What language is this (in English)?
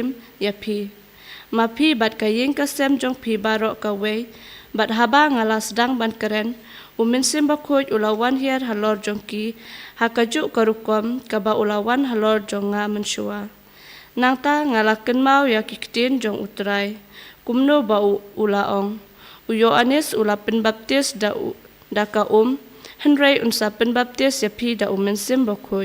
Khasi